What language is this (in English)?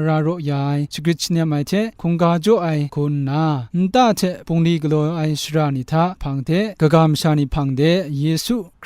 Kachin